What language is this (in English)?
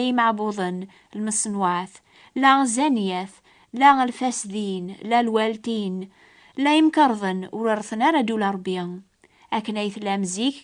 Kabyle